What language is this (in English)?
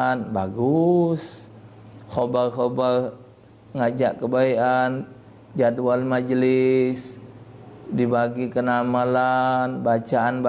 Musi